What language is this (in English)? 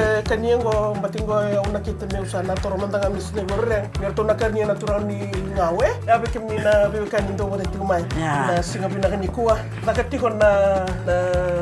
Fijian